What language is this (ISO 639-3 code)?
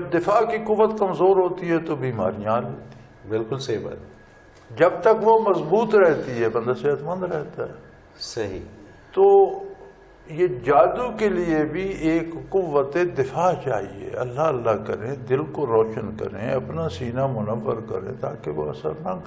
urd